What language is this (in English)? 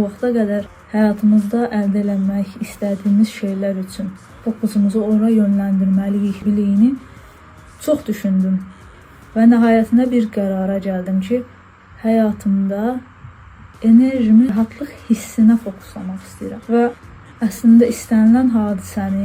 Azerbaijani